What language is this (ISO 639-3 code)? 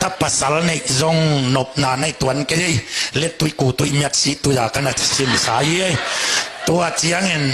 ctd